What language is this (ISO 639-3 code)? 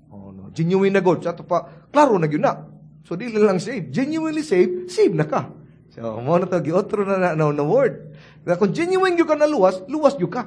ceb